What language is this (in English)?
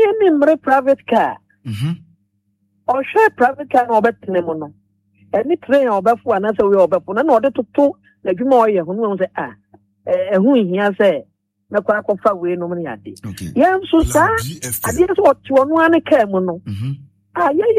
Akan